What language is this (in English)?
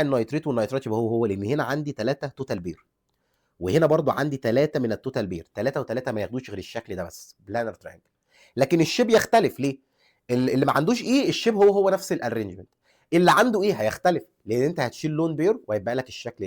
Egyptian Arabic